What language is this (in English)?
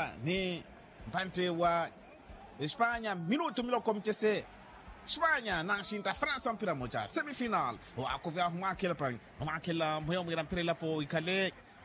Makhuwa